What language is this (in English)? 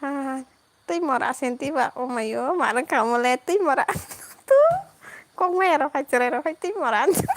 Kok Borok